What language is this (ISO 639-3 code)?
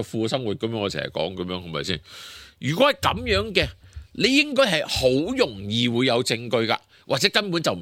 yue